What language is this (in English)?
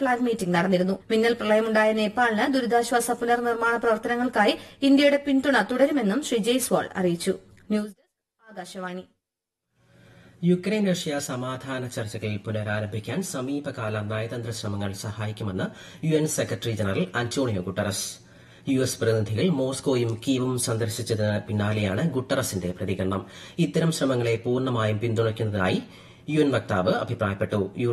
Malayalam